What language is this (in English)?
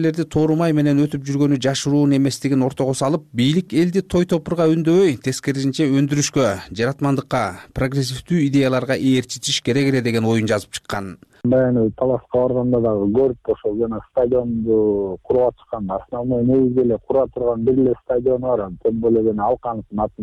Kyrgyz